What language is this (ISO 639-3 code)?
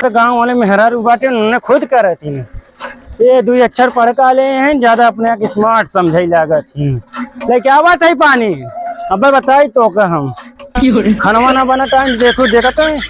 awa